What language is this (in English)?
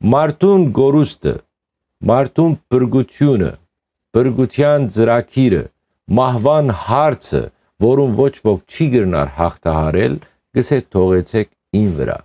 Western Armenian